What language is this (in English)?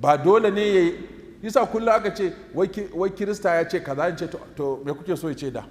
Hausa